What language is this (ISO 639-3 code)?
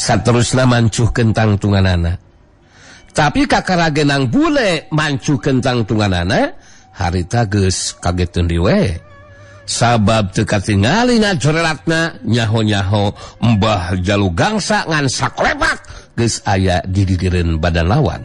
sun